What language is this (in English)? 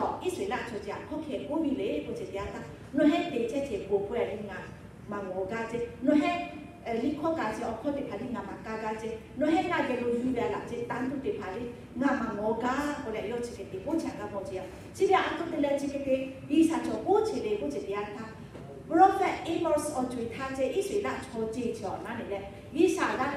Lahu